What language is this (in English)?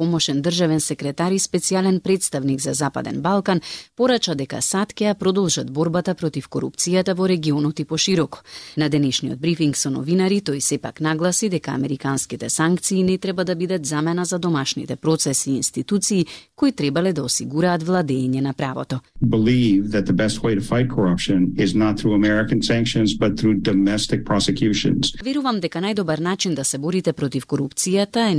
Macedonian